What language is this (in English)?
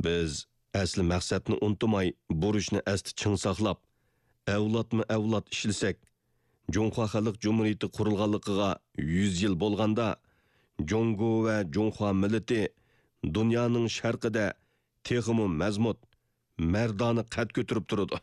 Uyghur